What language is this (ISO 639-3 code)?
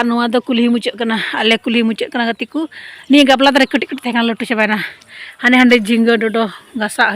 sat